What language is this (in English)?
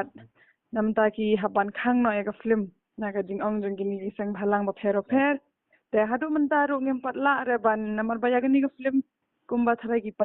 Khasi